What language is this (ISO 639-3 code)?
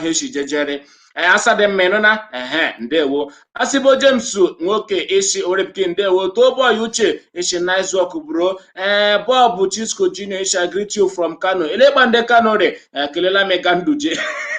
ibo